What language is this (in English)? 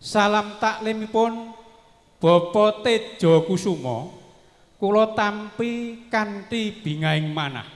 Javanese